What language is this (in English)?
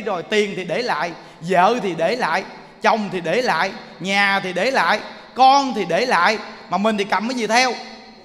Vietnamese